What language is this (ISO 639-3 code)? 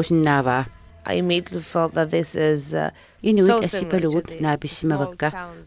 kal